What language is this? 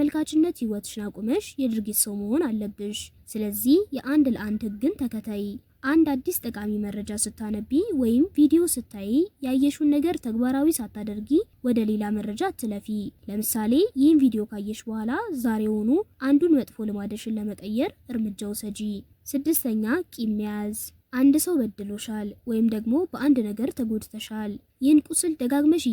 Amharic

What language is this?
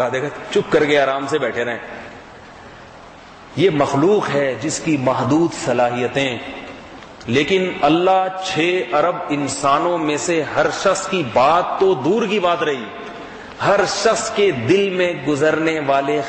Urdu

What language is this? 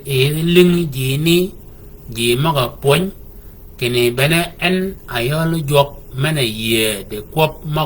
Shilluk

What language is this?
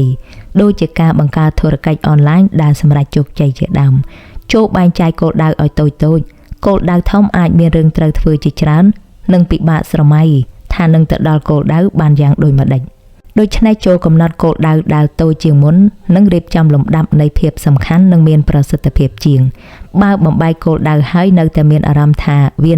Khmer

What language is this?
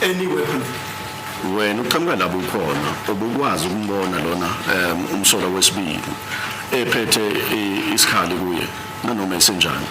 Zulu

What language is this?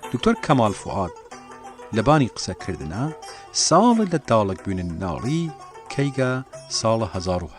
Southern Kurdish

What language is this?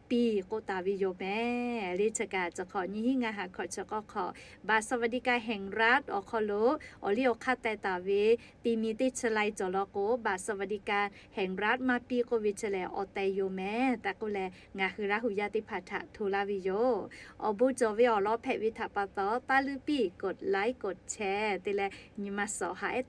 Lahu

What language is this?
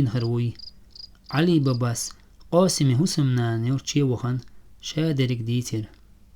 Chechen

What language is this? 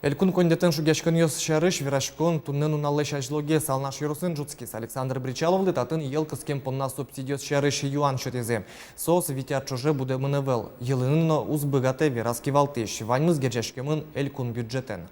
Udmurt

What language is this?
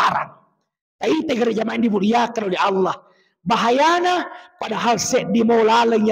Buginese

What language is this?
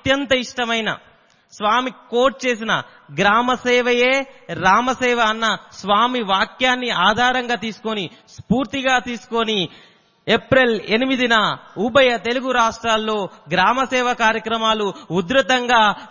Telugu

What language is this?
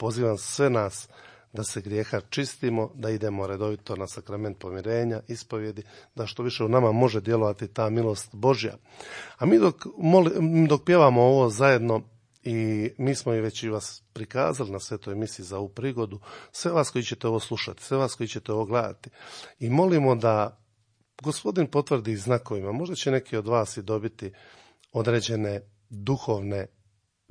Croatian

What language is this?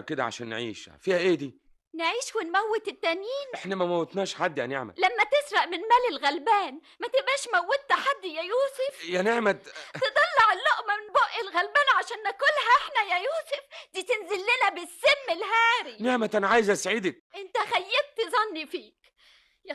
Egyptian Arabic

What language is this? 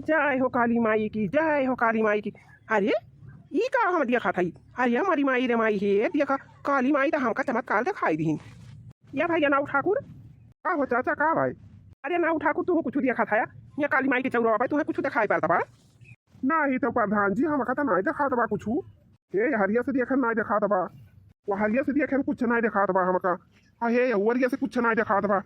Awadhi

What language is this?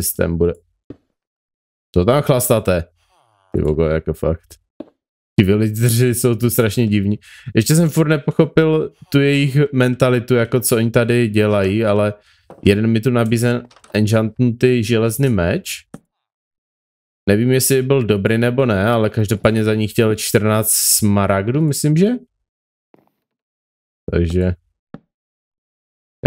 Czech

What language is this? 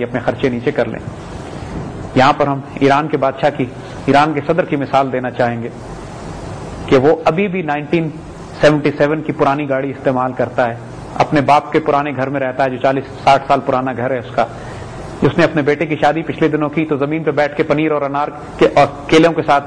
Urdu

